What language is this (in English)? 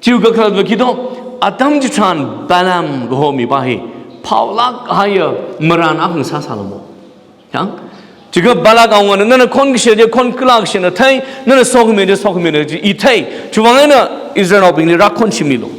Tangkhul Naga (India)